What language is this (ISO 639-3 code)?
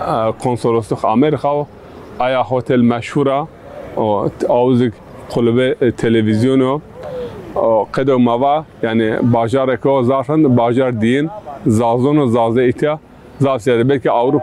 zza